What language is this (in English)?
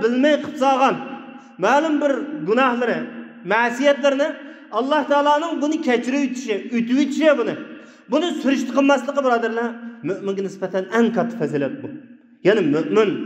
Uyghur